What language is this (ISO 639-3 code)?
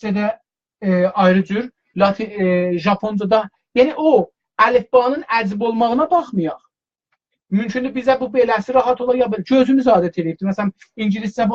azb